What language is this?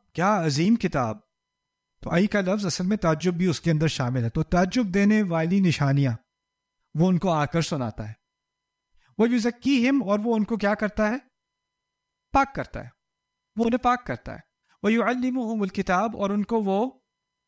Urdu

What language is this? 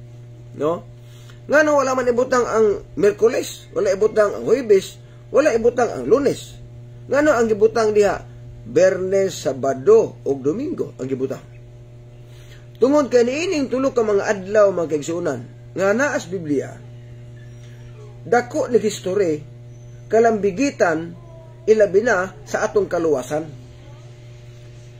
Cebuano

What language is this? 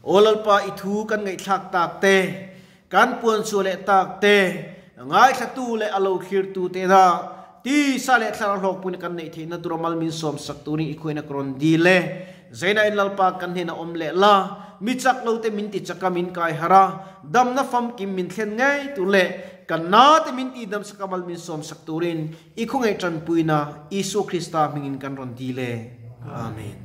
Mizo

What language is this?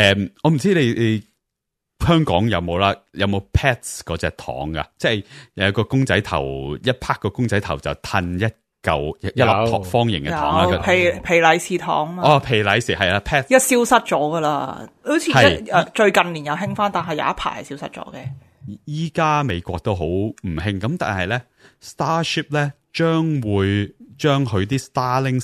Cantonese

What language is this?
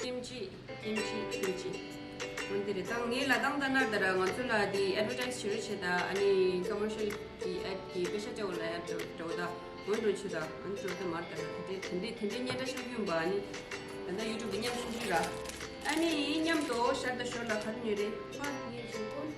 Tibetan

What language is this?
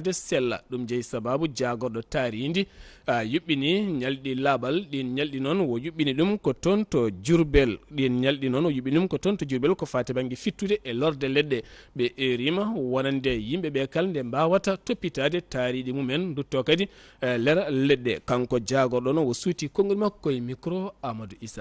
Fula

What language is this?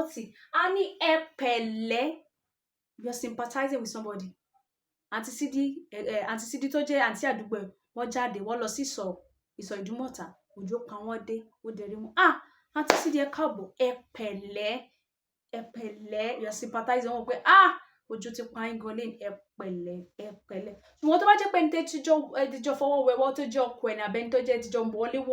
Yoruba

